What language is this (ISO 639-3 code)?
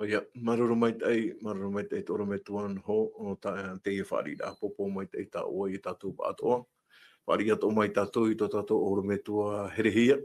tah